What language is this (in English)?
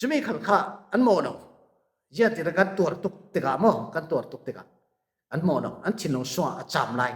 Falam Chin